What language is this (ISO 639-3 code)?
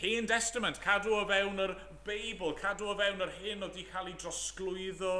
cym